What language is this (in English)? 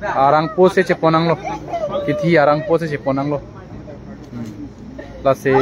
Karbi